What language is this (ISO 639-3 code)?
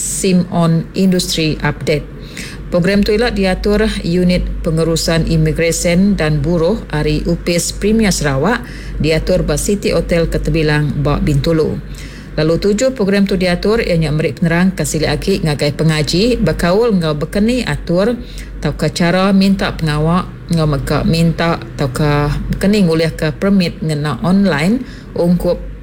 iba